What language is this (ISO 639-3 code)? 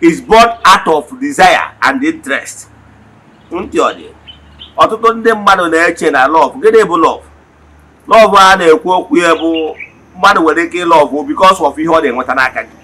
ibo